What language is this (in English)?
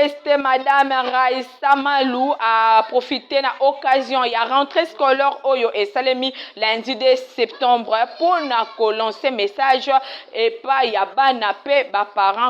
Lingala